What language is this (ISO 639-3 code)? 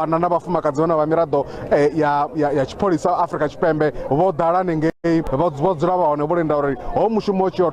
ven